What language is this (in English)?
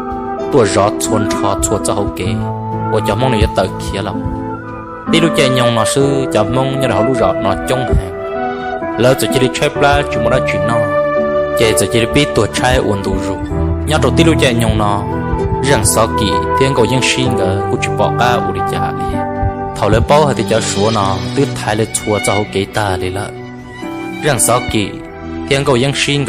Hmong